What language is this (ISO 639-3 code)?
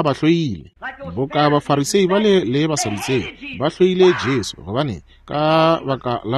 nso